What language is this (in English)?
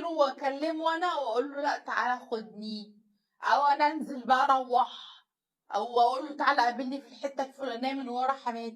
Egyptian Arabic